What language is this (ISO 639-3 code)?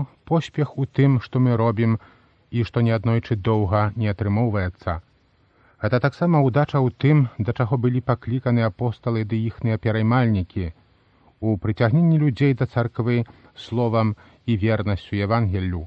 bel